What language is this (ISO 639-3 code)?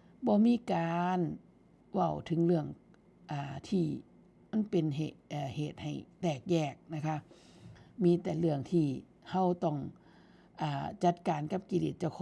tts